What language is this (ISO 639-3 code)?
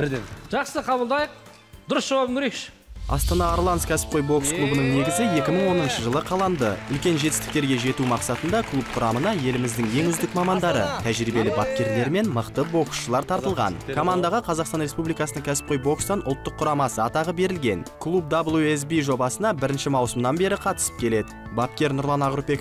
kaz